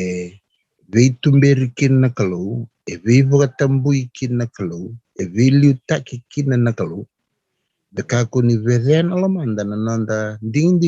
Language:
Fijian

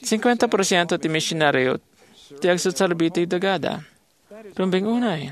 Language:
Iloko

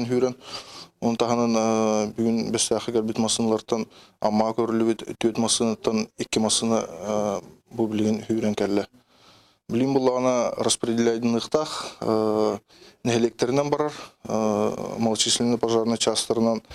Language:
Yakut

